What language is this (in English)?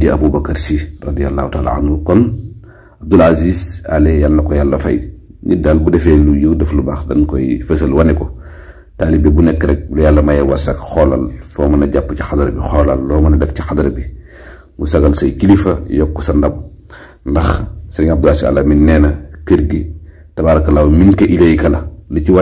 Wolof